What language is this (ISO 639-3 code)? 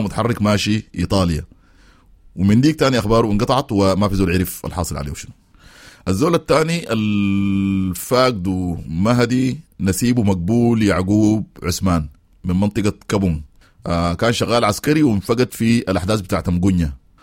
apd